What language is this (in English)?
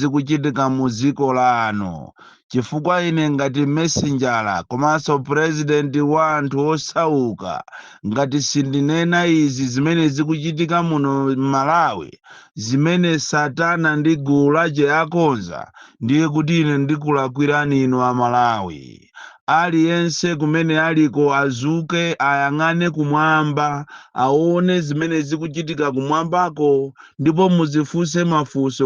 Nyanja